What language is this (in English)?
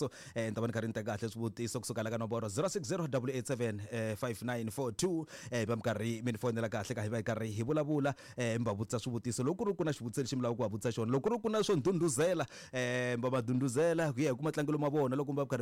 Tsonga